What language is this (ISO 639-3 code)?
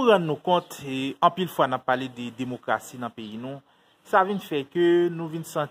hat